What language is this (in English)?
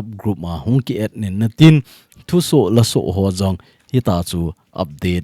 Thado Chin